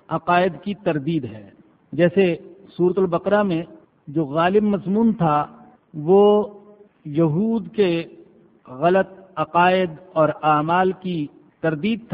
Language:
Urdu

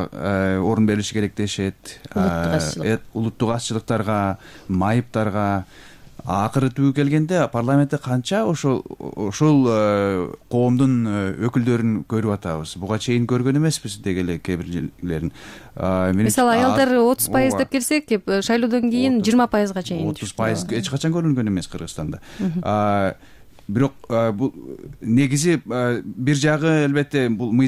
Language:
Kyrgyz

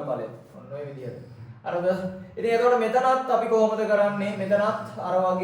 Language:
Sinhala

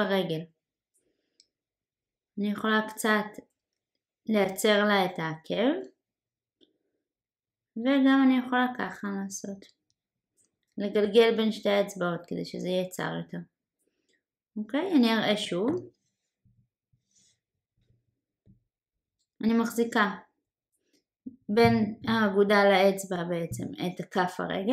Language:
Hebrew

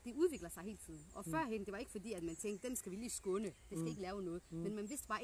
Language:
Danish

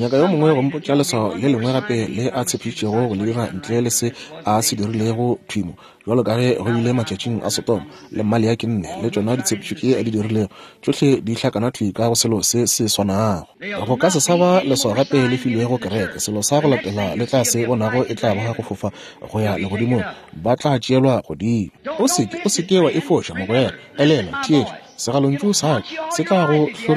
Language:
Northern Sotho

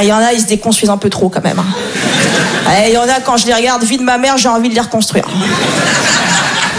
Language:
French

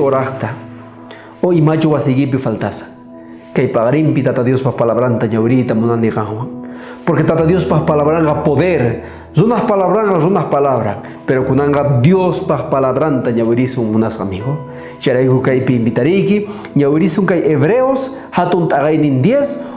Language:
South Bolivian Quechua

